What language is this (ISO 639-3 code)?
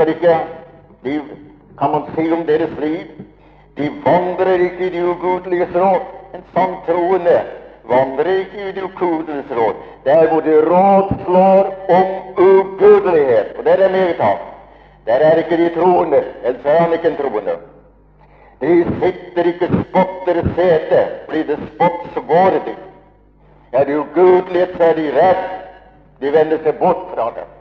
nor